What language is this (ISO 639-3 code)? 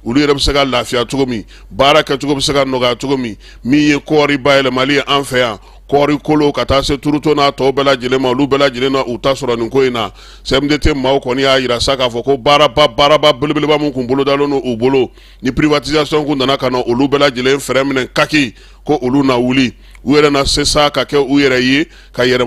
bam